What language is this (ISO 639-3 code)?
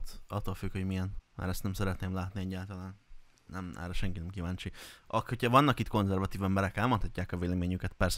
hun